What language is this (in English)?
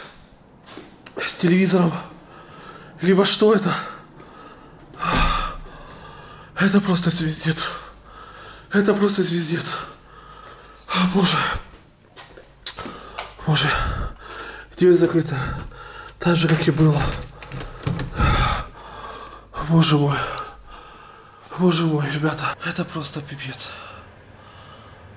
Russian